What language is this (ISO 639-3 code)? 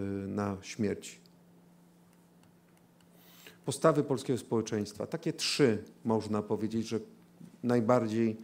pol